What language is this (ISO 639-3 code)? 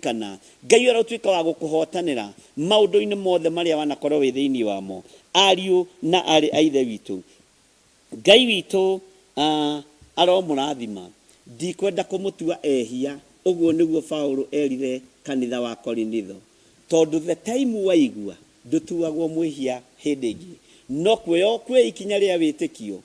kik